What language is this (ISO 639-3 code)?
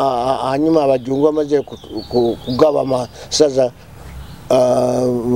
nyo